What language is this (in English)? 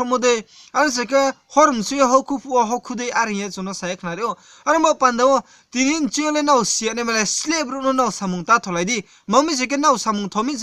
Riang (India)